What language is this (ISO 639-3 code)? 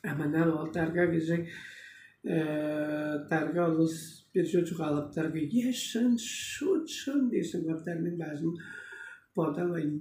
tyv